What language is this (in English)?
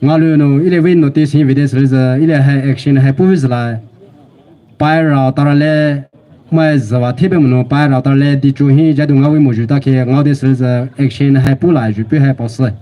Poumei Naga